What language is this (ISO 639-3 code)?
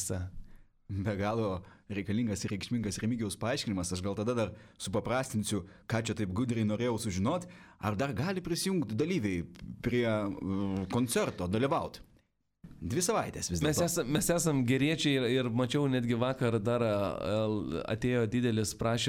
lit